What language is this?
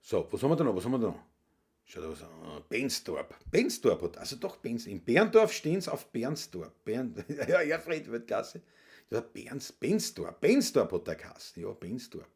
Bavarian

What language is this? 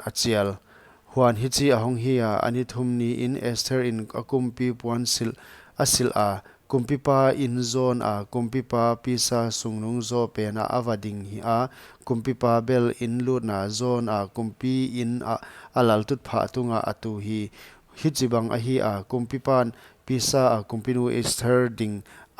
Paite Chin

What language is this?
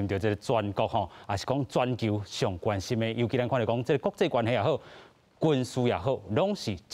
Min Nan Chinese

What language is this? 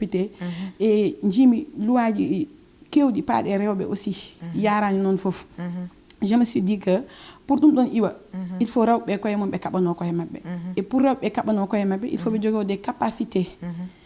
Fula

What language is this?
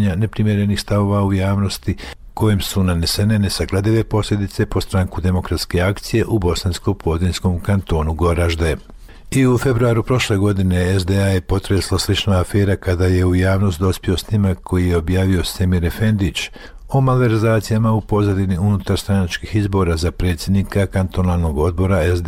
Bosnian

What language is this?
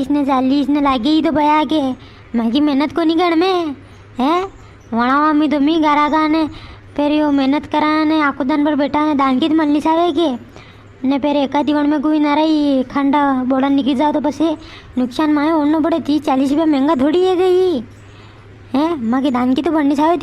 Rajasthani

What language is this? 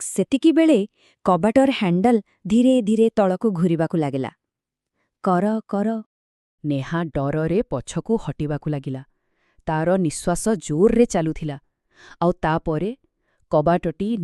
Odia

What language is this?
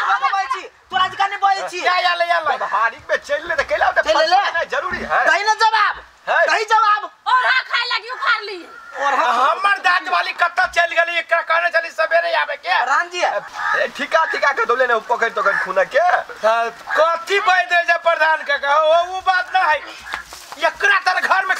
Maithili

